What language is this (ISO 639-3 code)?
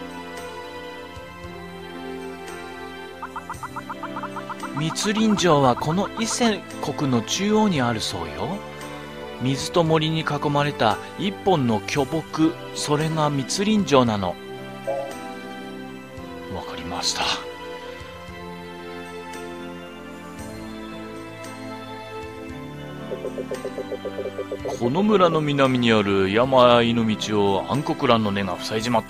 jpn